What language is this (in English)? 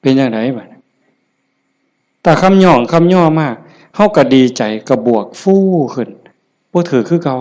Northeastern Thai